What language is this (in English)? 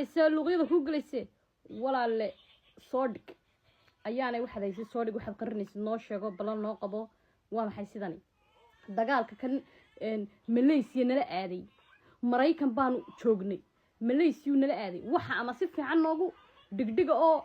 Somali